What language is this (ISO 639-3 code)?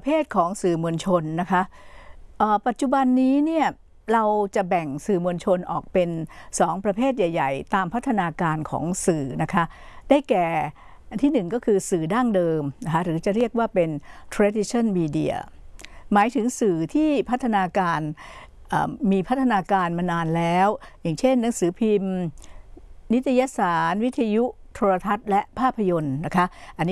tha